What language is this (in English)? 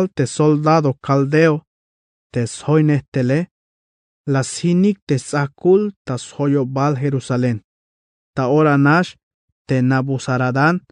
Tzeltal